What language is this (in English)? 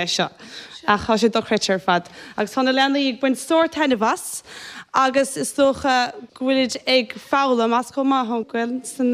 Irish